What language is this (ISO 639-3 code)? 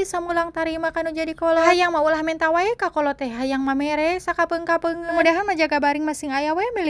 sun